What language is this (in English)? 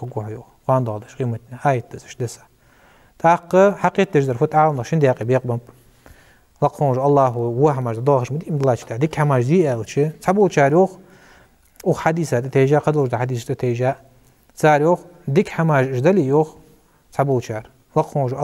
Ingush